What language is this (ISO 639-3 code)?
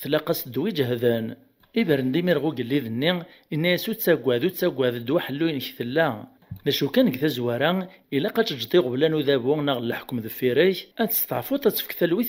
kab